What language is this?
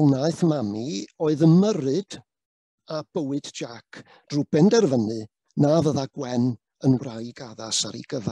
Welsh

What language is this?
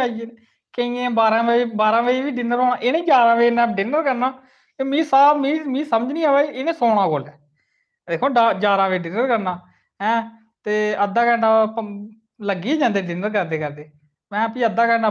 Dogri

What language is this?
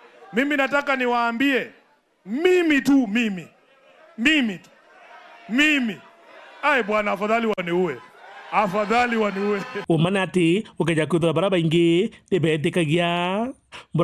Meru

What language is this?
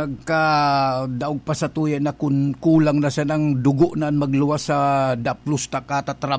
Bikol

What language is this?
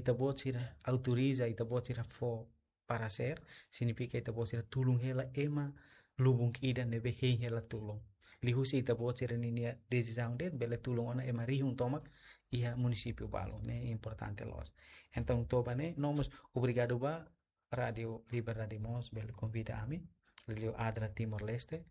Tetum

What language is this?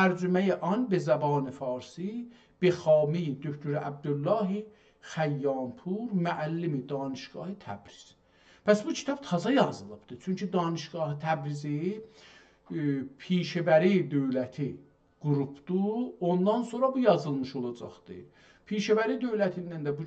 South Azerbaijani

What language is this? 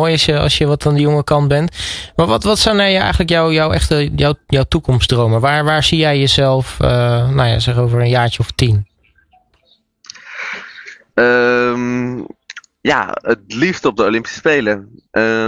Dutch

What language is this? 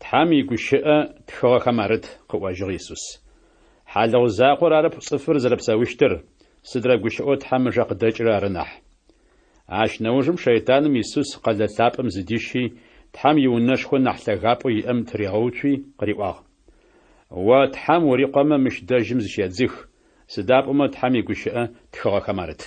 Adyghe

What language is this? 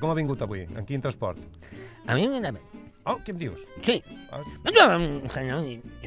Catalan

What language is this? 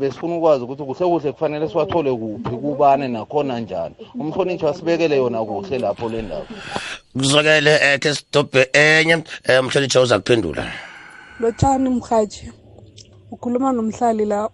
South Ndebele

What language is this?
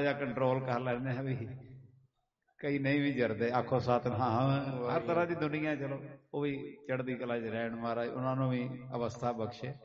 Punjabi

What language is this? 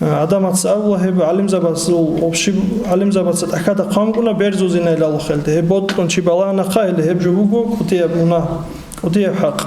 Avaric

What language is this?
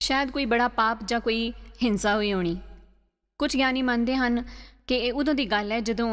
Dogri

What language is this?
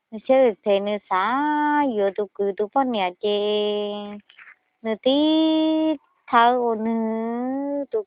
Hmong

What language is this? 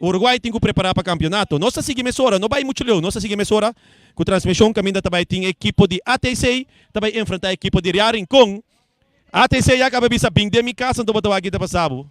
Papiamento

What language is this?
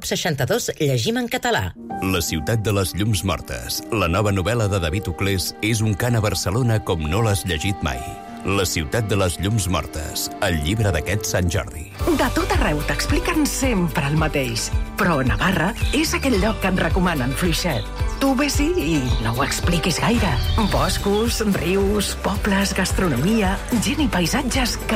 Catalan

